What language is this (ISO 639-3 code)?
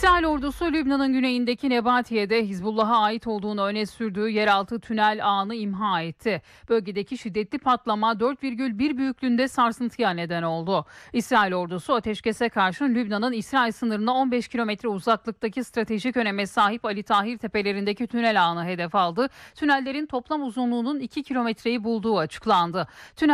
tur